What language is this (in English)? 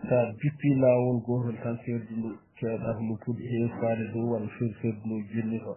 Fula